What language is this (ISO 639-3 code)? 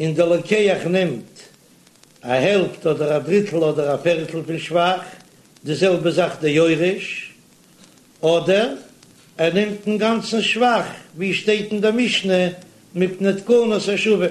yid